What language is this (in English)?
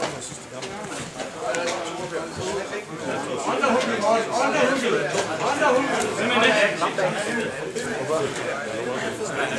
Danish